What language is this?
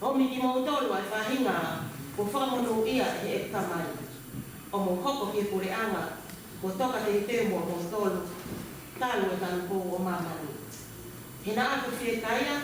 Tongan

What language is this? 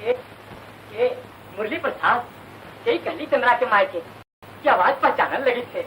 Magahi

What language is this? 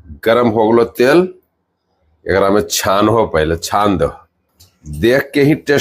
Magahi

